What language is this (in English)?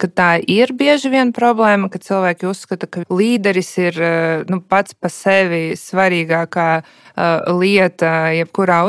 Latvian